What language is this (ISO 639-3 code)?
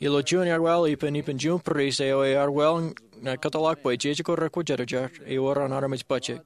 mah